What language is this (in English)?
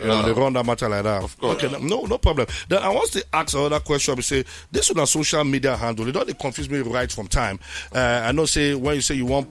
Nigerian Pidgin